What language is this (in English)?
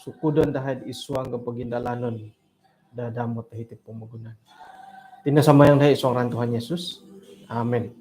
Central Dusun